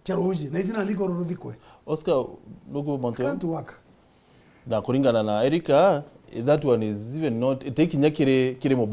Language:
Meru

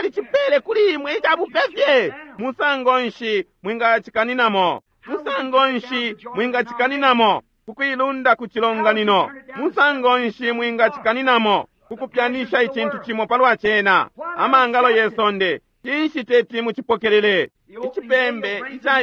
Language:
Bemba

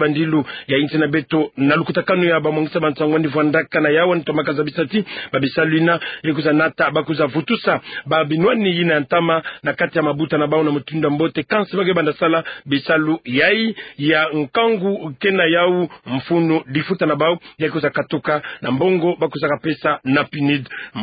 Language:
Kituba (Democratic Republic of Congo)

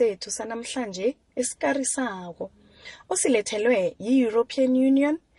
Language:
South Ndebele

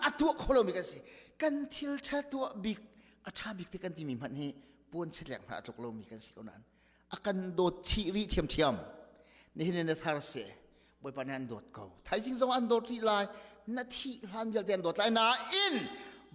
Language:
Hakha Chin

